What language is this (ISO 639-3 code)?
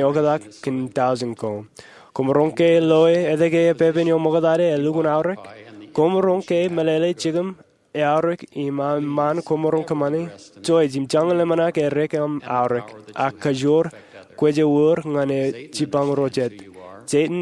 mah